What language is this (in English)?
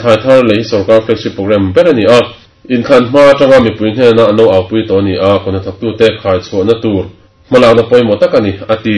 Mizo